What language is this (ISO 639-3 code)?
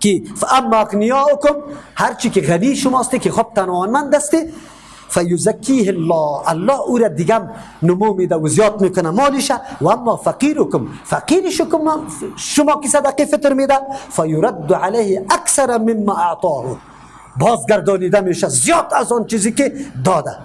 fas